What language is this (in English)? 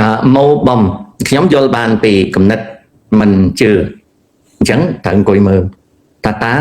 Khmer